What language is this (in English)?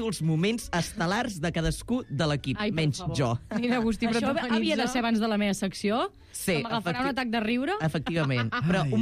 Catalan